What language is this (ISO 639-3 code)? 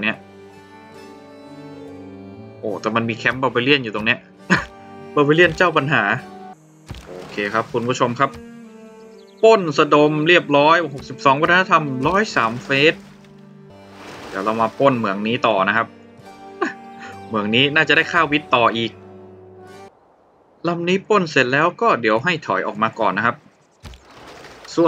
tha